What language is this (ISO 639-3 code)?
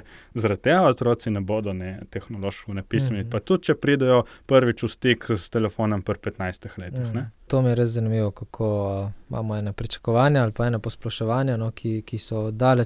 slv